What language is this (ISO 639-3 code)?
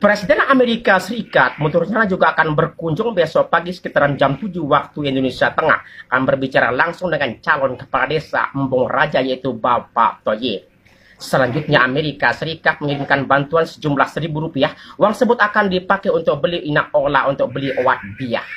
sas